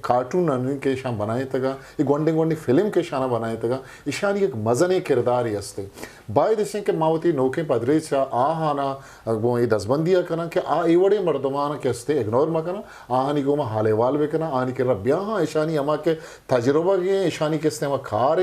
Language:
Eastern Balochi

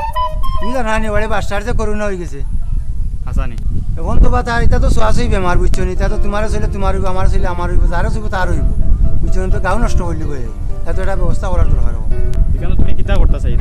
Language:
Sylheti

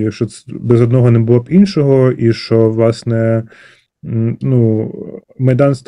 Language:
Ukrainian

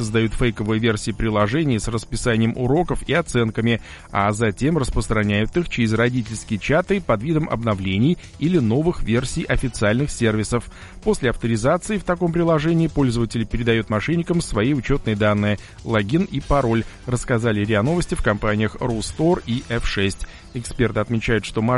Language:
Russian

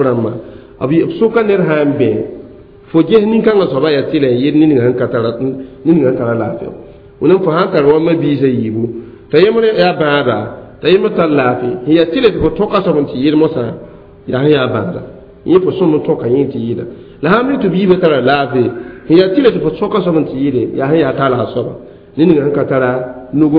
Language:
Mossi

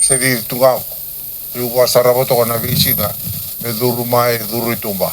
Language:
Fijian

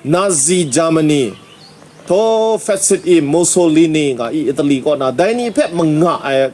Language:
Kachin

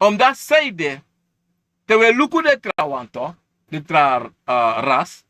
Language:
Sranan Tongo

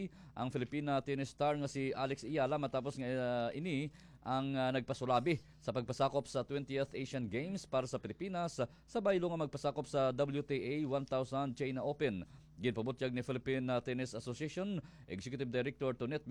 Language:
Hiligaynon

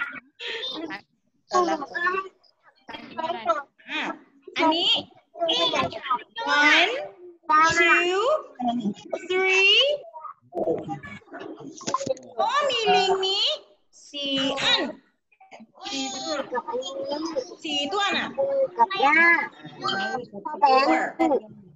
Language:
Thai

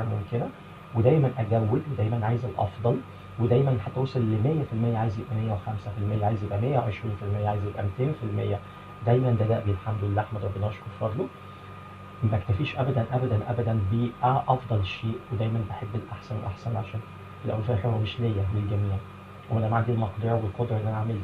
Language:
Egyptian Arabic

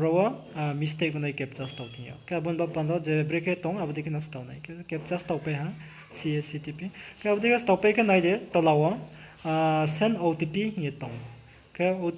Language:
Riang (India)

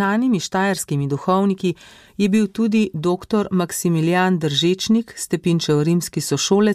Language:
Slovenian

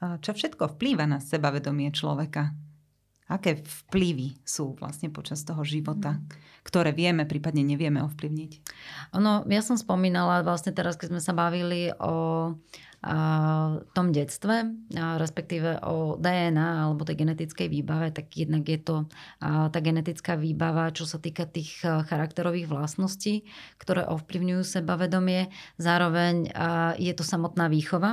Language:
Slovak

